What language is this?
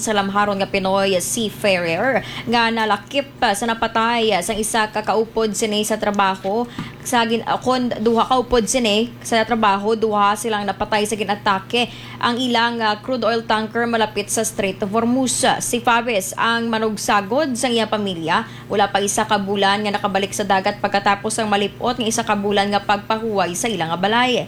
Hiligaynon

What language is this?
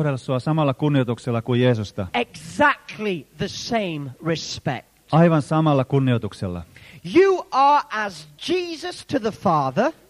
Finnish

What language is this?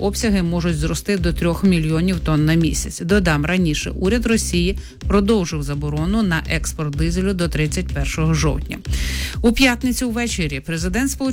Ukrainian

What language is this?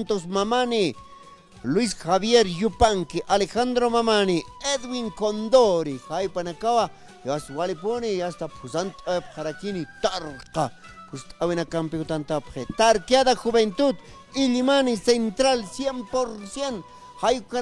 Aymara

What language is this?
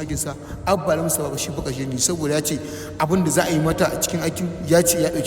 Hausa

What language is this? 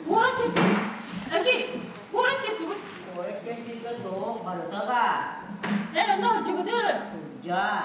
Yakut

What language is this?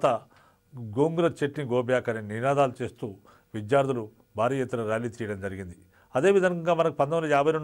Telugu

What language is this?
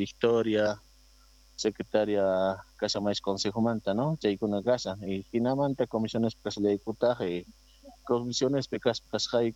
Quechua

